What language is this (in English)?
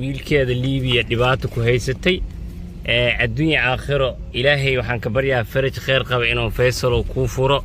Somali